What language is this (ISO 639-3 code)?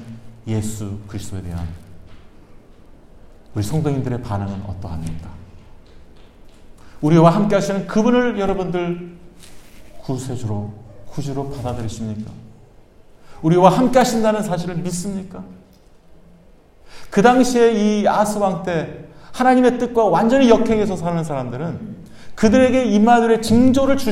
kor